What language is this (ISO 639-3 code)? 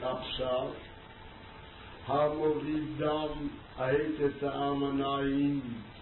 heb